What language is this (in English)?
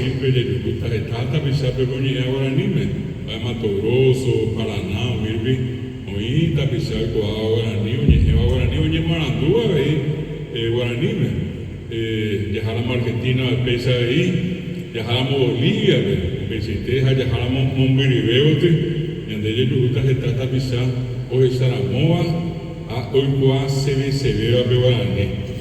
Guarani